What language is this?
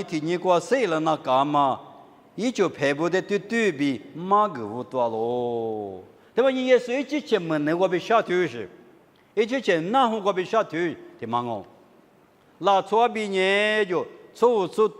Lisu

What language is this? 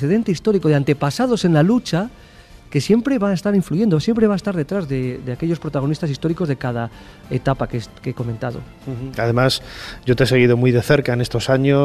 Spanish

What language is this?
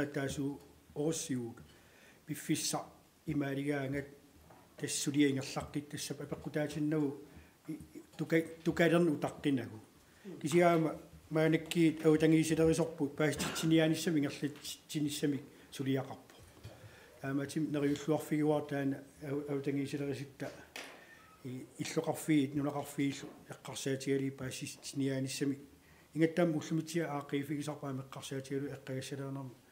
Kalaallisut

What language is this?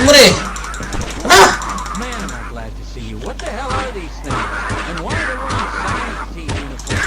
Rusyn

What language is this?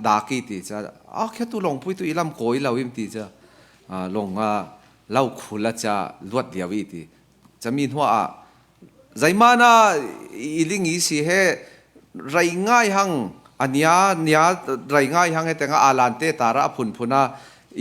Falam Chin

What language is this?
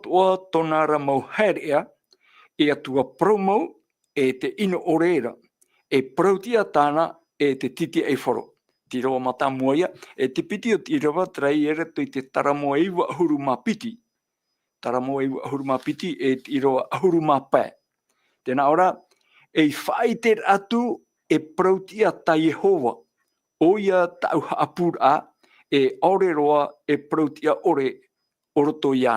Tahitian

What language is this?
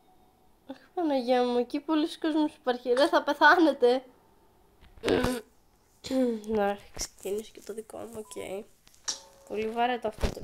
Greek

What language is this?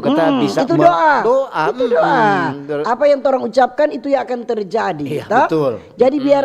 Manado Malay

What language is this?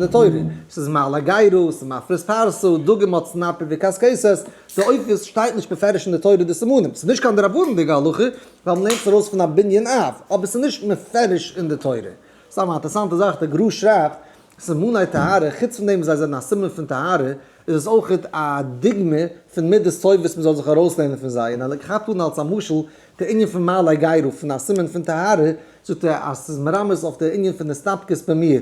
Yiddish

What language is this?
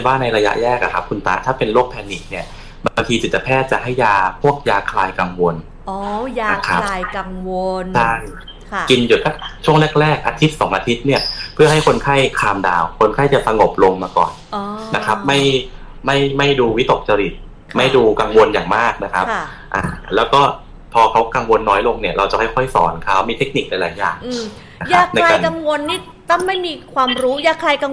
Thai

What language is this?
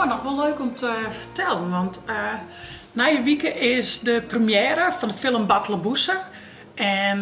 Western Frisian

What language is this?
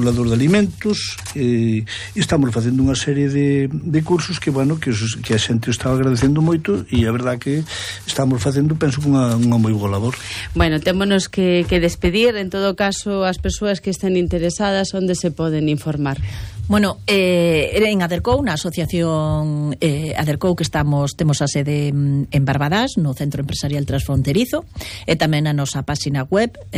Galician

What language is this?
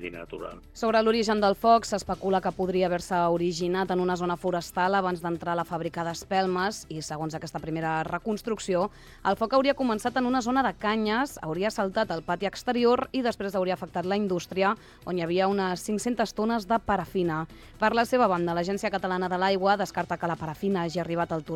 Catalan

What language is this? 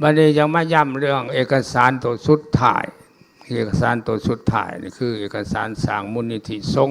Lao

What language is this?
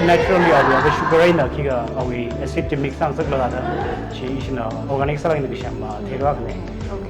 Tangkhul Naga (India)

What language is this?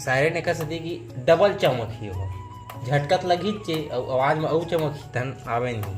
Chhattisgarhi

